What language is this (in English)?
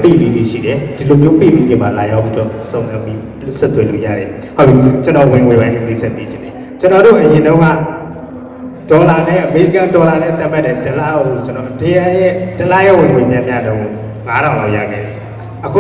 Burmese